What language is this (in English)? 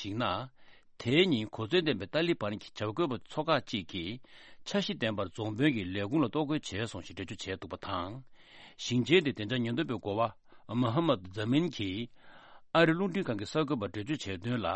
Tibetan